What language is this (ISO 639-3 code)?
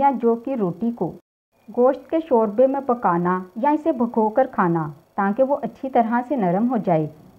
urd